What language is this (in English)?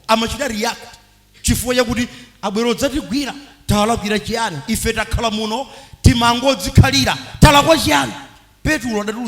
Nyanja